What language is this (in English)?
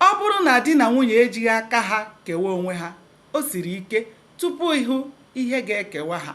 Igbo